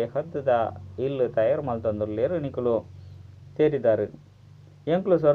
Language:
Tulu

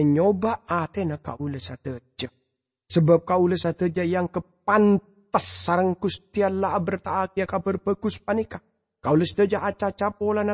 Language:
Madurese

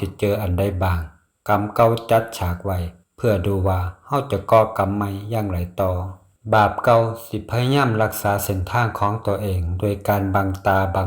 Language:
Lao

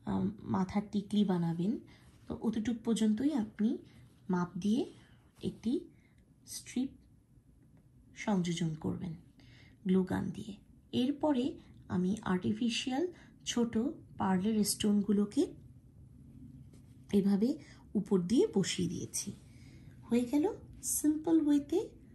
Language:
Bangla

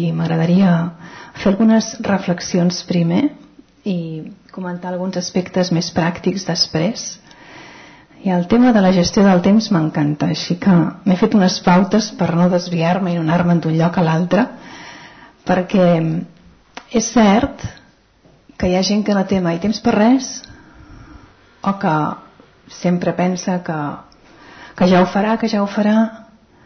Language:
Catalan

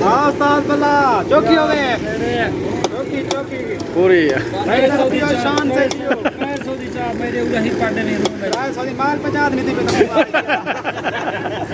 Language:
Saraiki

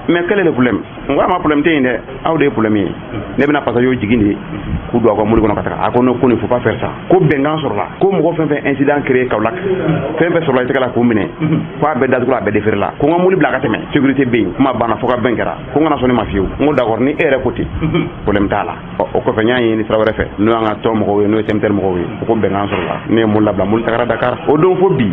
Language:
Bambara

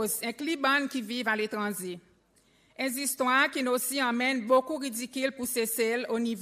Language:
Seselwa Creole French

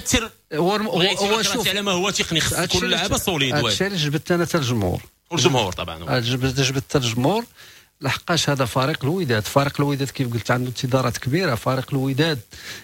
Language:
Moroccan Arabic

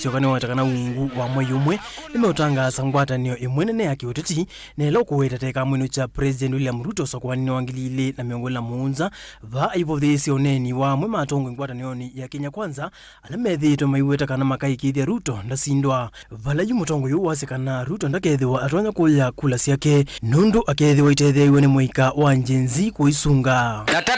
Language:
Kamba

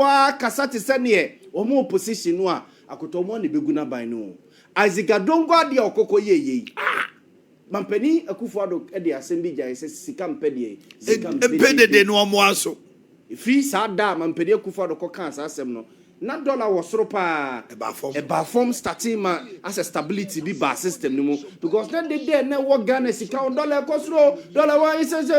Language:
Akan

